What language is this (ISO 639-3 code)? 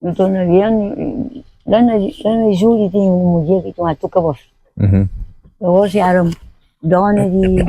kea